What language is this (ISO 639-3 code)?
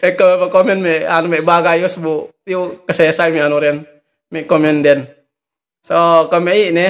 yka